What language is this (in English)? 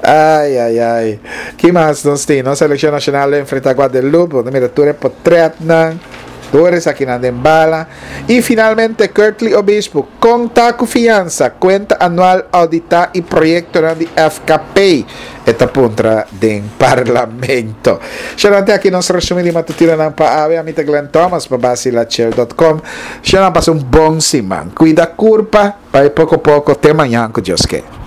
Papiamento